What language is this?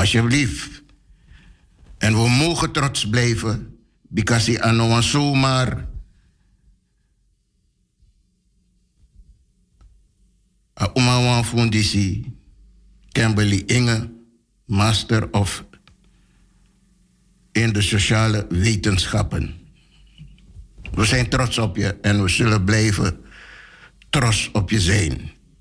Dutch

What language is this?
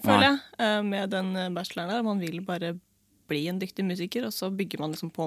Norwegian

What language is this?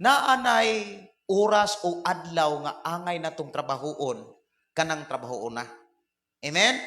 Cebuano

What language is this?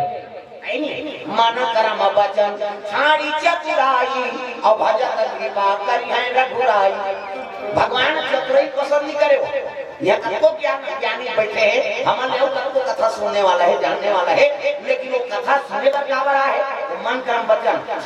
Chhattisgarhi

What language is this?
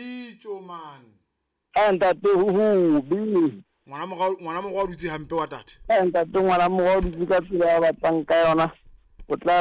Southern Sotho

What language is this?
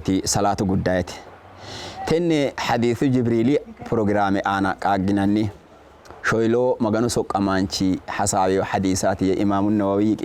Sidamo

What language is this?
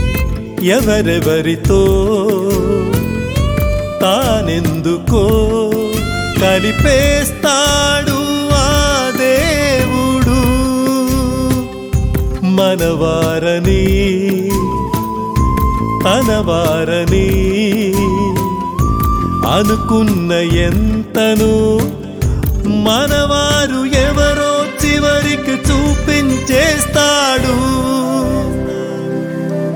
Telugu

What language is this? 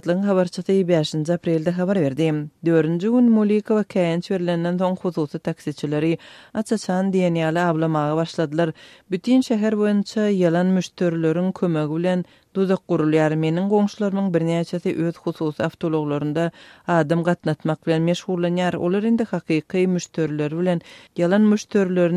Turkmen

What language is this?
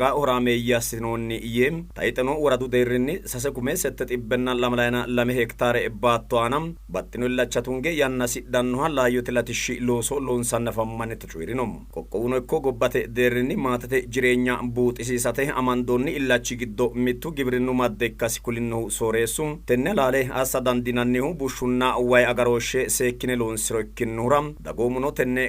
Sidamo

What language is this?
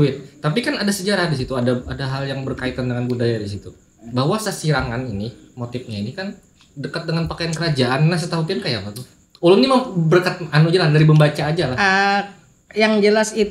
Banjar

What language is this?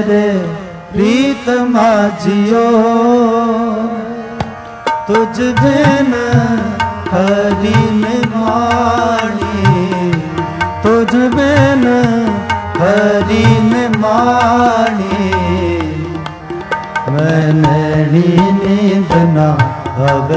Hindi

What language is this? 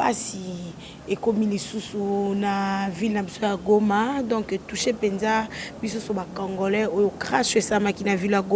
Lingala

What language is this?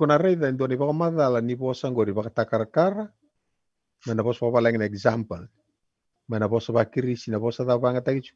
Fijian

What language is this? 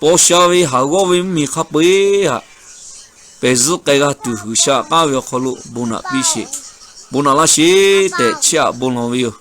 Lahu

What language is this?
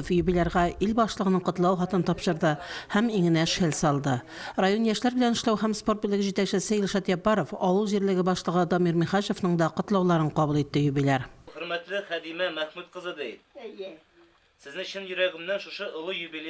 Tatar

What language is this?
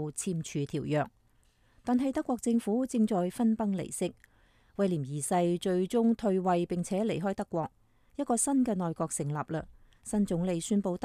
Cantonese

